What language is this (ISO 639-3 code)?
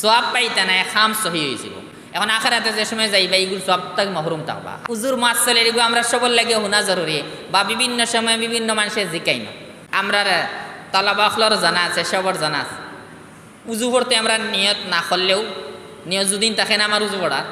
syl